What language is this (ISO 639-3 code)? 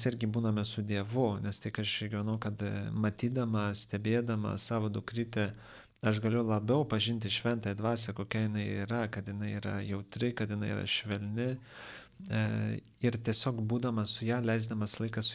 lit